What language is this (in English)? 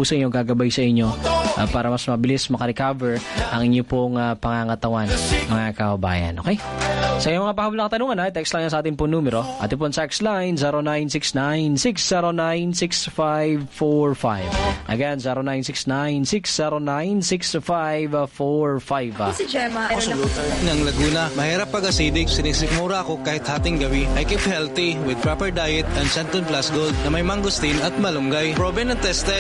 Filipino